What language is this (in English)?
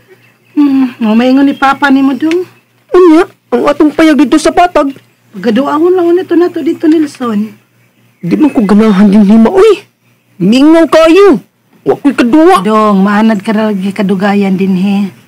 Cebuano